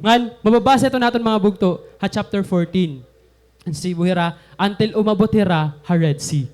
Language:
Waray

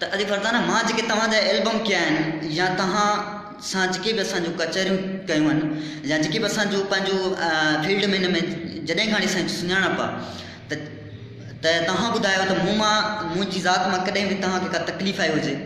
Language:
Sindhi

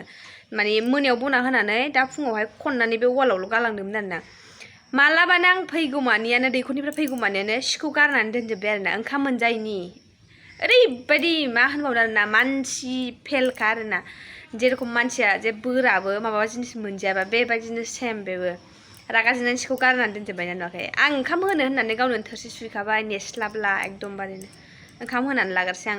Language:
Bodo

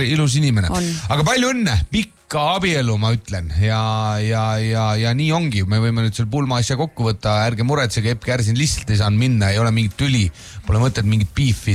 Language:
Estonian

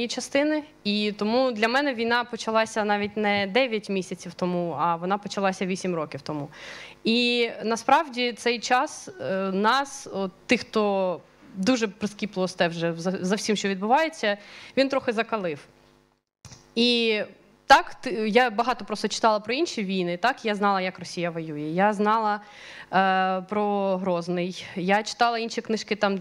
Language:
Ukrainian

